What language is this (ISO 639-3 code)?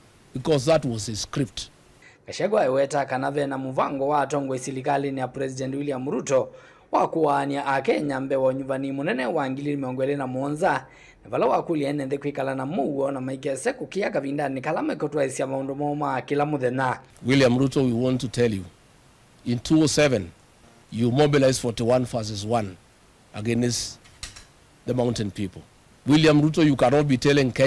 kam